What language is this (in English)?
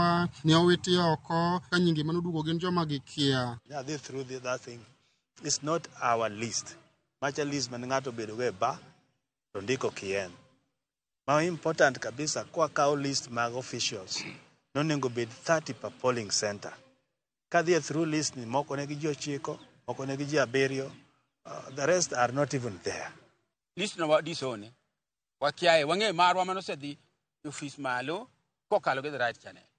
Luo (Kenya and Tanzania)